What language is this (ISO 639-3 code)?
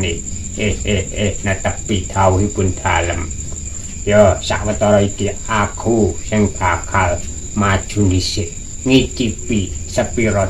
jav